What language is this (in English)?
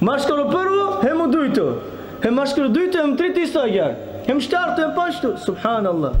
Balkan Romani